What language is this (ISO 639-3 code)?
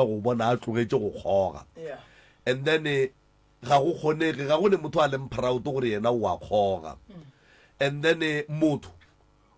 nso